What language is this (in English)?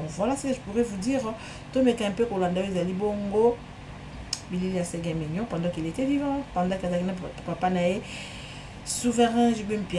Lingala